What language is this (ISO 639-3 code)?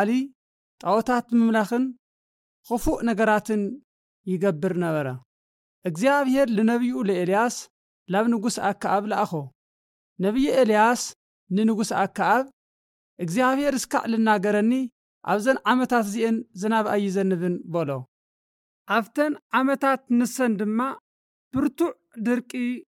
tir